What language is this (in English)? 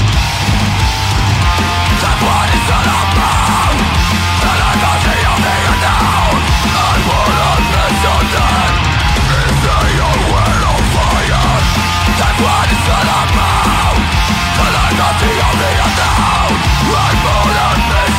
Basque